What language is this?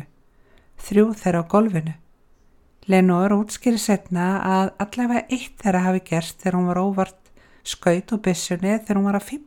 Icelandic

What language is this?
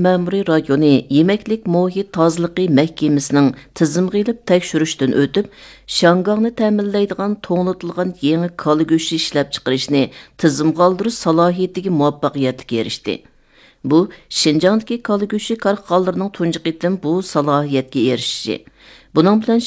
Uyghur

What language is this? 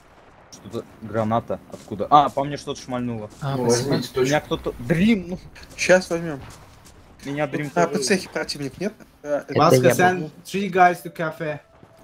Russian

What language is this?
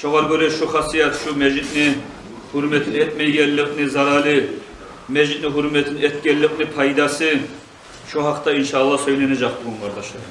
Kumyk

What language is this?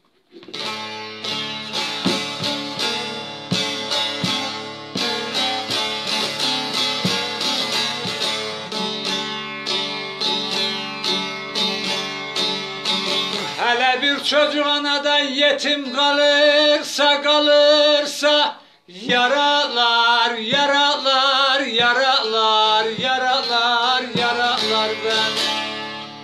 Turkish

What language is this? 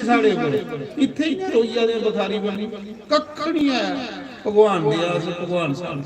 Dogri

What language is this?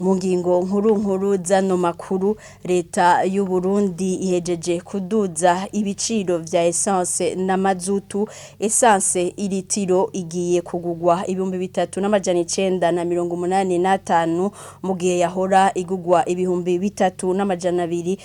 Rundi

